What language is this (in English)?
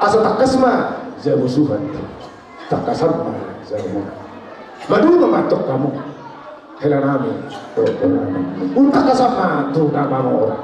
Batak Toba